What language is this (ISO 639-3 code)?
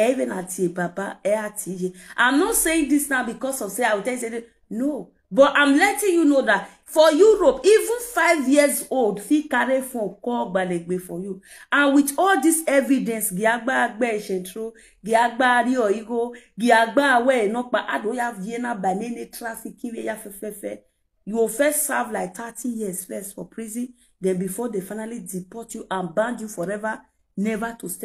pcm